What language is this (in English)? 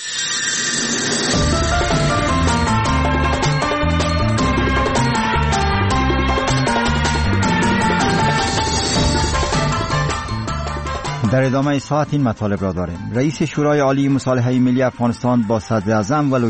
Persian